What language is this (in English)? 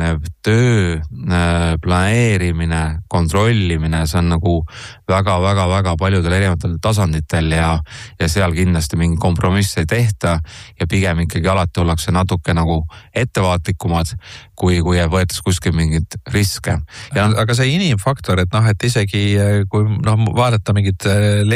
Estonian